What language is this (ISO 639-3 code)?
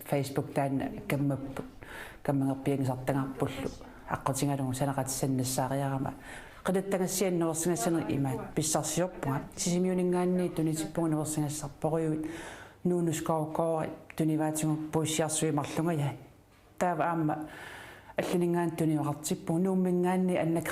kal